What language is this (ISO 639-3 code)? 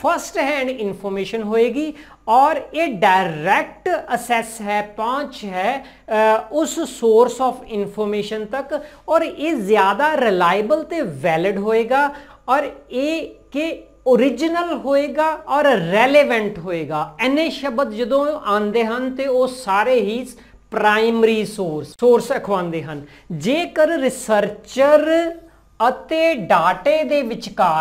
pan